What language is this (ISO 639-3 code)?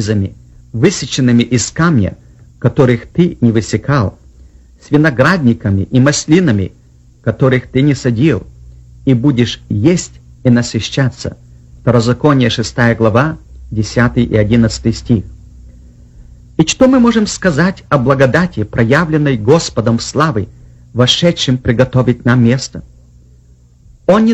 rus